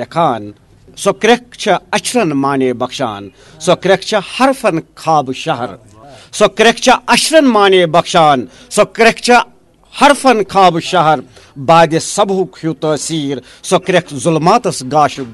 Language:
Kashmiri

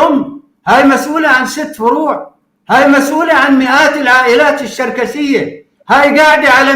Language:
North Levantine Arabic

